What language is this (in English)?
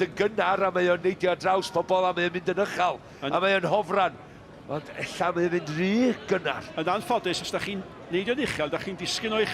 Welsh